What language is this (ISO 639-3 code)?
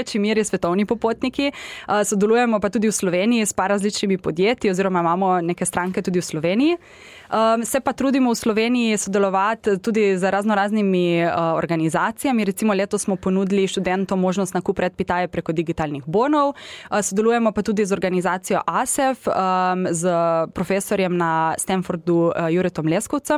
slv